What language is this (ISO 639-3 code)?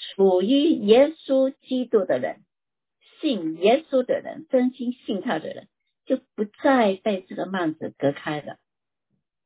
zho